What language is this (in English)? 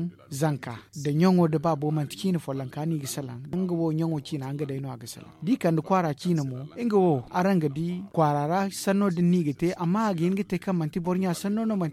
Zarma